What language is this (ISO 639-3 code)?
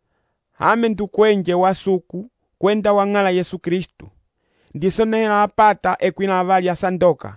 umb